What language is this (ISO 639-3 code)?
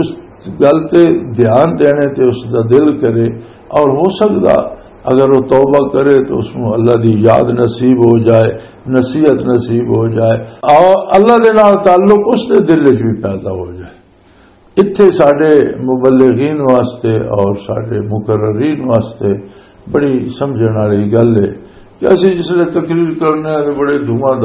lah